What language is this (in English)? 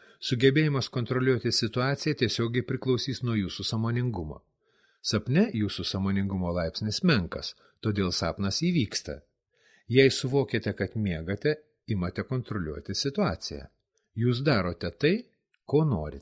Lithuanian